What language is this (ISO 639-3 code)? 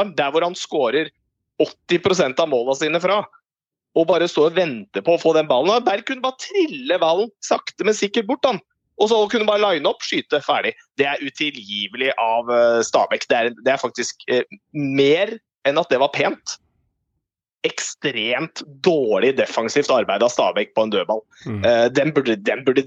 nor